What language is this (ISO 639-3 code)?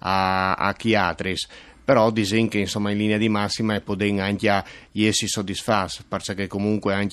fur